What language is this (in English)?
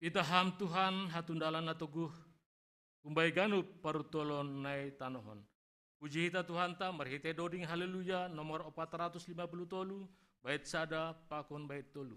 Batak Simalungun